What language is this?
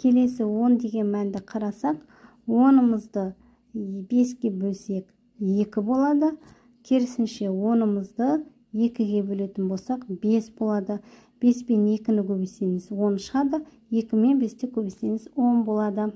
Kazakh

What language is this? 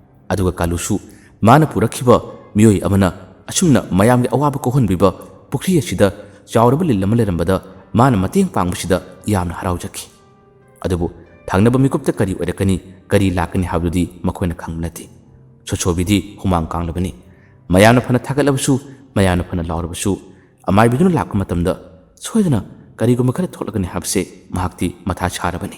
Manipuri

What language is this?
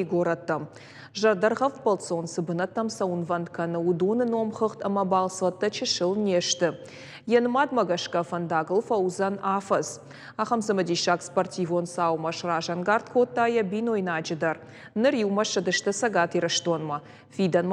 Ossetic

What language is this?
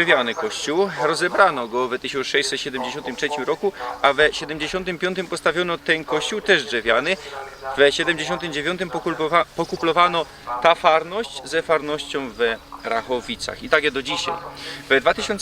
Silesian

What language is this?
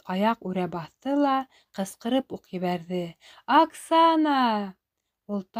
Bashkir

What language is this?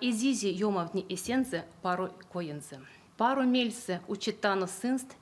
Erzya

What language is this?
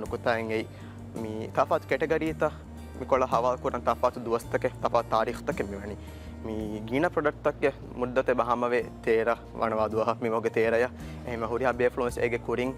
Divehi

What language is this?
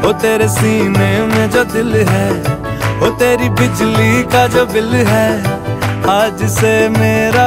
Hindi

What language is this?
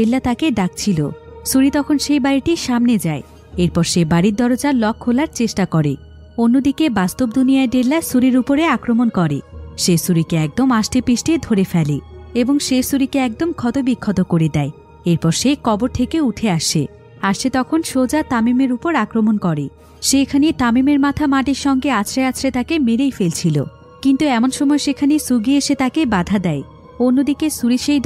Bangla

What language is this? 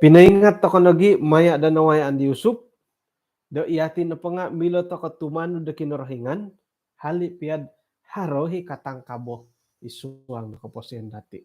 Central Dusun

